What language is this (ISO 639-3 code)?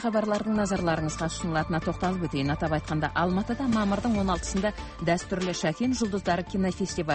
kaz